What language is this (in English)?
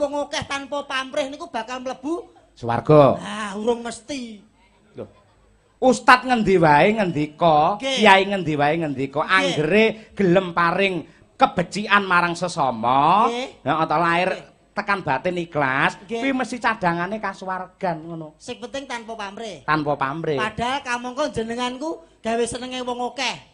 Javanese